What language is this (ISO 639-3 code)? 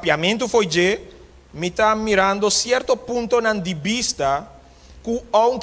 pap